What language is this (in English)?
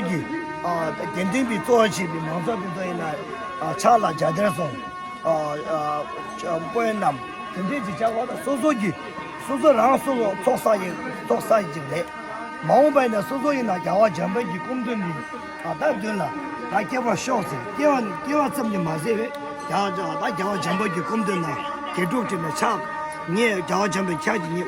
Tibetan